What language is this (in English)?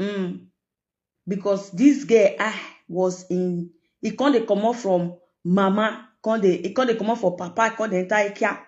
Nigerian Pidgin